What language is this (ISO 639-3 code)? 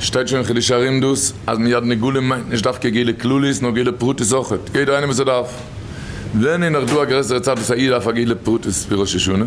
yid